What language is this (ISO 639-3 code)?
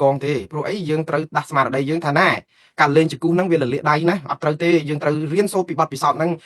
khm